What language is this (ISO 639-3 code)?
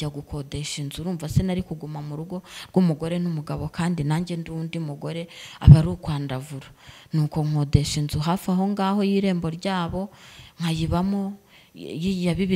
kin